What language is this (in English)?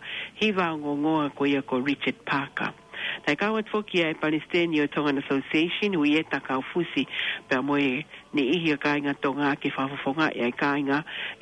Tongan